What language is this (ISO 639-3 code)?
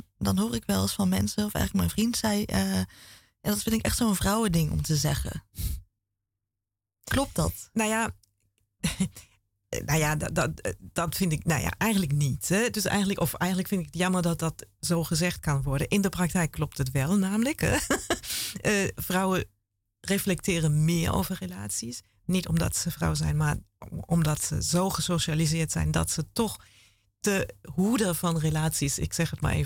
nld